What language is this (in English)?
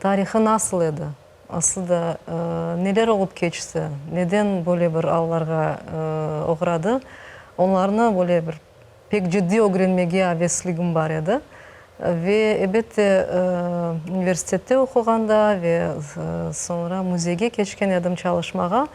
Crimean Tatar